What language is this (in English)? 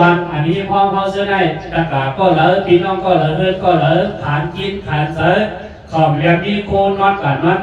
Shan